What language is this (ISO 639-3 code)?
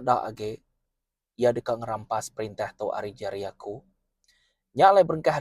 iba